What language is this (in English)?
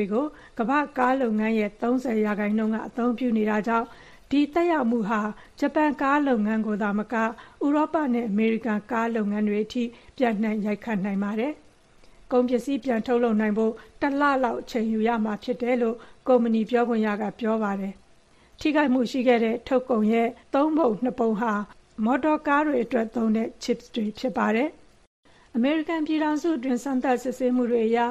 Burmese